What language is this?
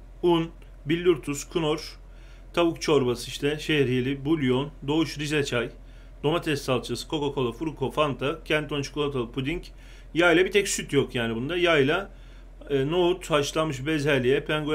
Turkish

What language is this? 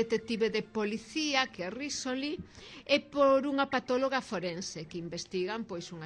Galician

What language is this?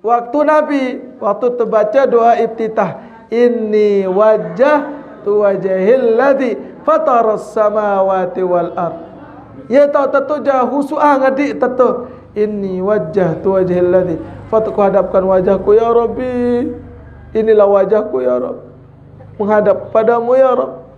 Sasak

